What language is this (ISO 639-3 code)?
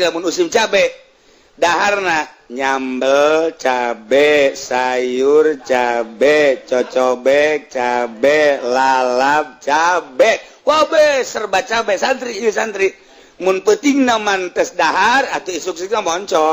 sun